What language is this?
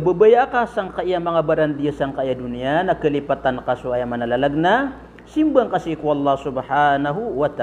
Maranao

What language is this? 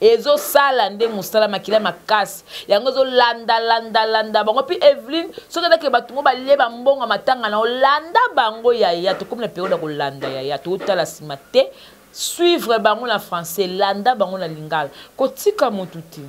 Lingala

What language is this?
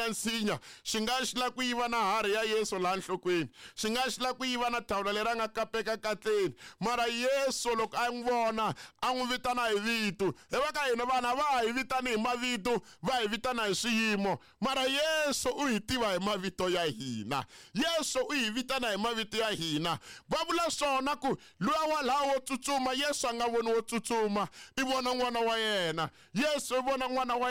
Tsonga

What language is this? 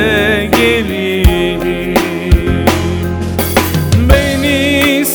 Turkish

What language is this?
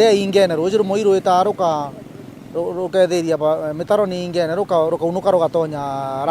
Meru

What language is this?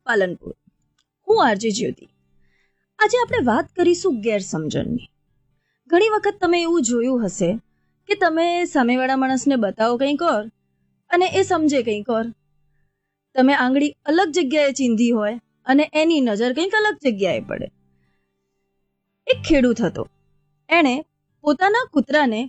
Gujarati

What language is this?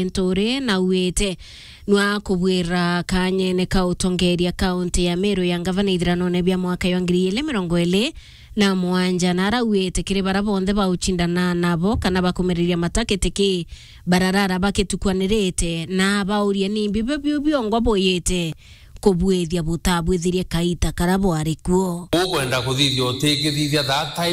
Meru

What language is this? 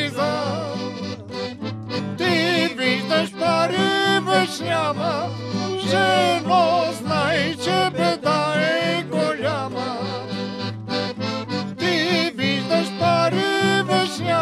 Bulgarian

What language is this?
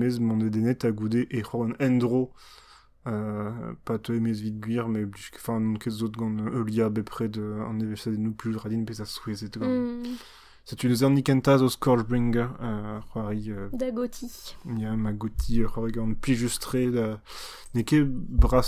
Breton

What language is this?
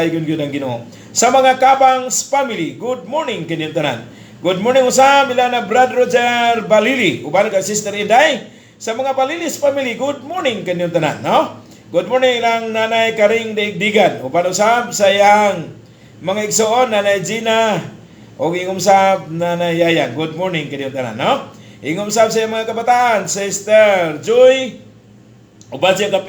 Cebuano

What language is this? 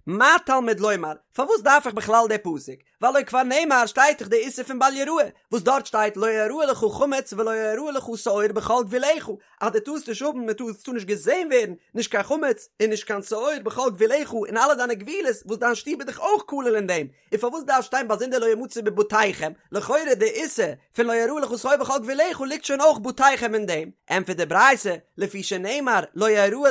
Yiddish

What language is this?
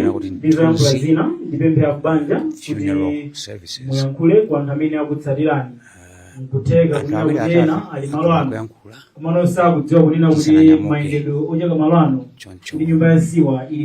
Nyanja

